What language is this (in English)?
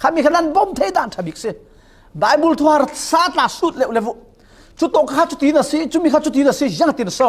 Falam Chin